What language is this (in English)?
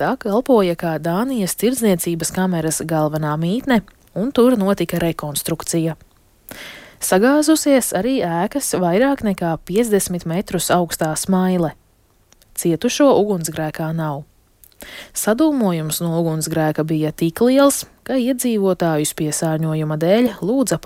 Latvian